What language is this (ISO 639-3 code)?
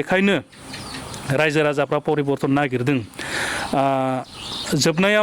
brx